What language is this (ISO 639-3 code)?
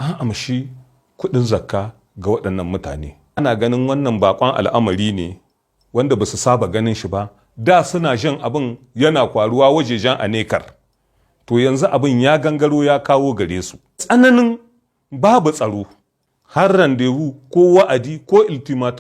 hau